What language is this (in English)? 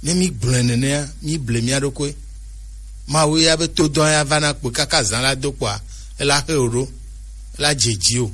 Gen